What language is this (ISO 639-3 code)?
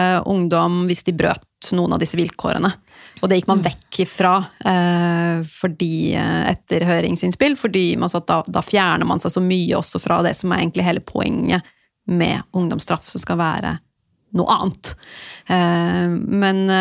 nor